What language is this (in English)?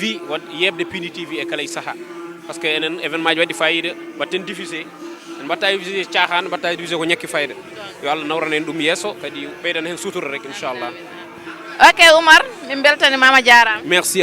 Fula